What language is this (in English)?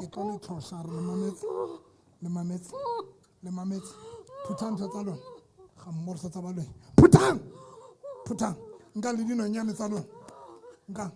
Southern Sotho